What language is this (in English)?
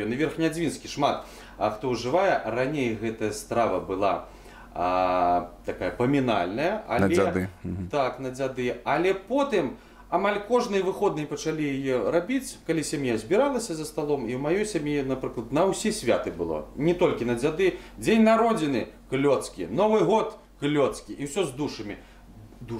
Belarusian